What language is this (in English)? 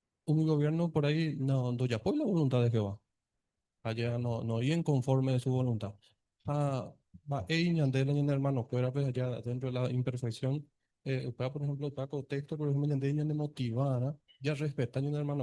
Guarani